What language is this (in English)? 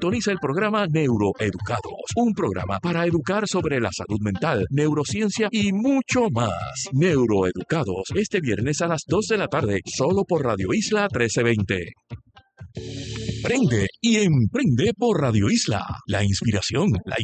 Spanish